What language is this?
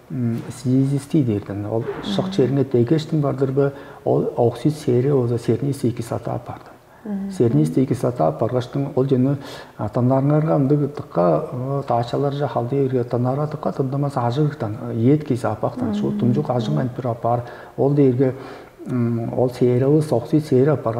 Tuvinian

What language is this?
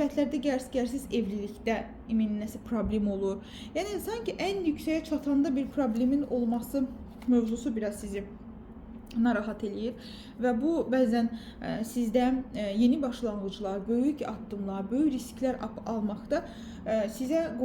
Azerbaijani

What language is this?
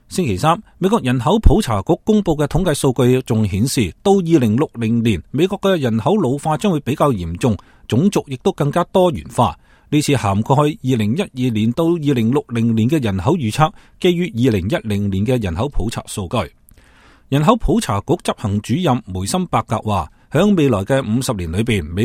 Cantonese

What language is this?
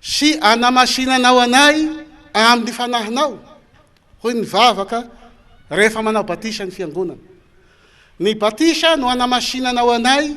Malagasy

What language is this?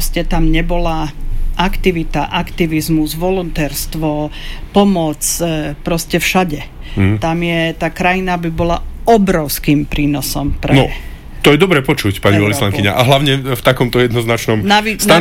Slovak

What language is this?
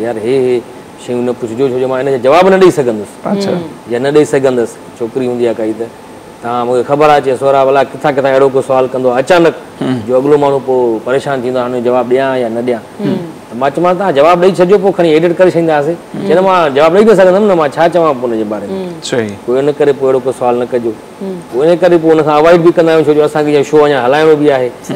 Sindhi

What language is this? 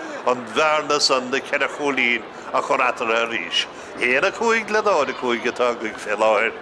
Irish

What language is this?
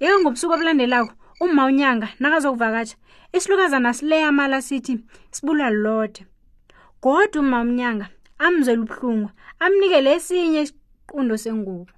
South Ndebele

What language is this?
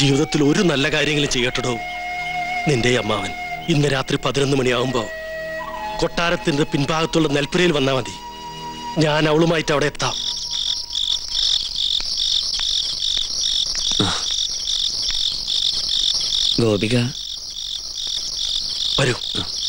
Malayalam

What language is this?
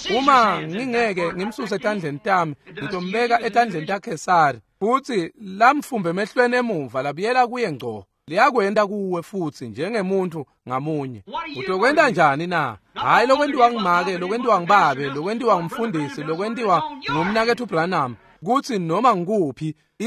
Swati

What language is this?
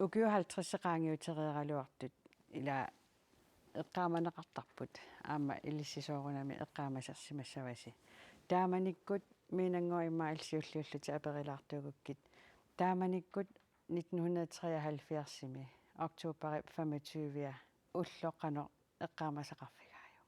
Kalaallisut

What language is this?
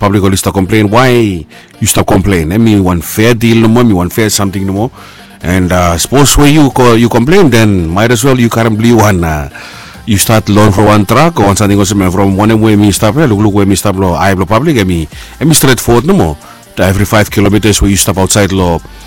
Bislama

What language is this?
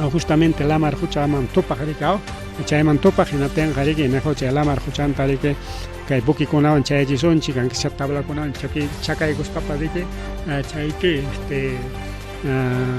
Ayacucho Quechua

